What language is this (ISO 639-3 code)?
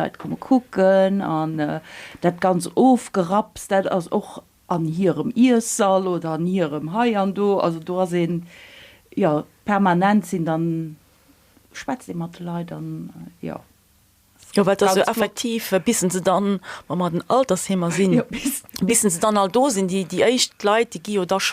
ltz